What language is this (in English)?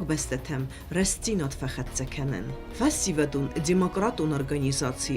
Ossetic